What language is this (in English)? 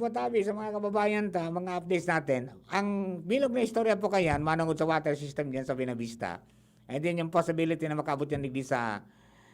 Bikol